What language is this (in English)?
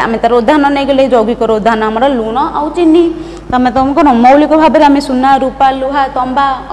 Odia